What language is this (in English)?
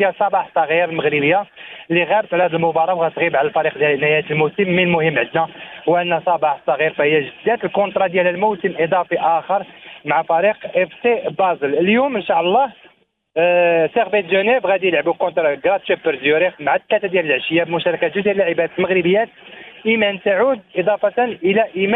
Moroccan Arabic